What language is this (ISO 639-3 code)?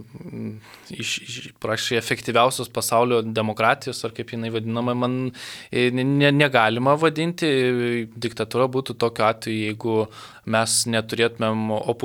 lit